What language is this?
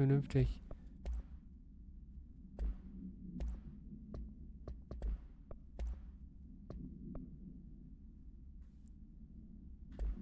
German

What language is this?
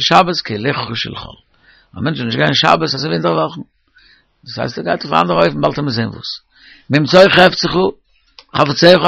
Yiddish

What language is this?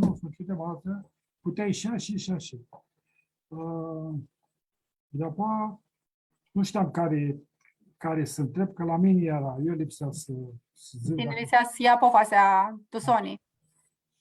Aromanian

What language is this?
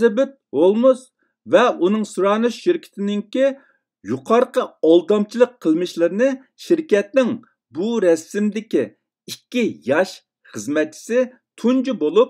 Uyghur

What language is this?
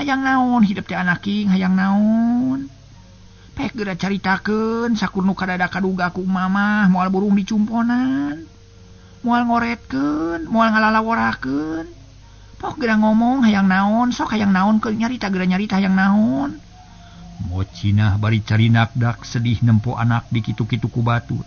Sundanese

